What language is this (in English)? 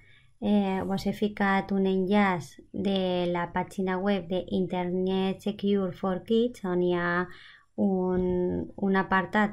Catalan